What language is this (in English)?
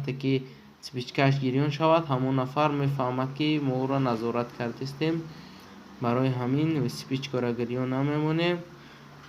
Tajik